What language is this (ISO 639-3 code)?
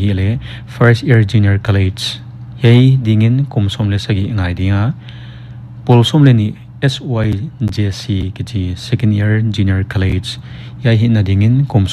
pck